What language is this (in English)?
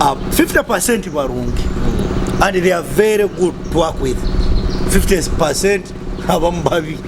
Nyoro